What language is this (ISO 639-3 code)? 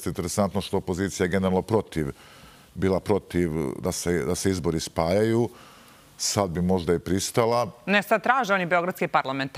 srp